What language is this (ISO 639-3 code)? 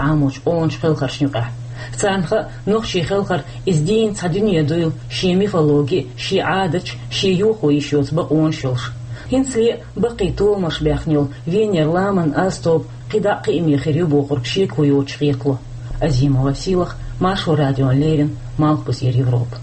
che